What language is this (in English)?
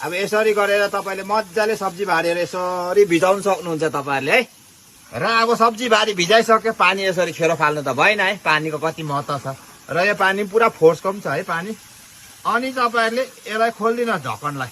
Nepali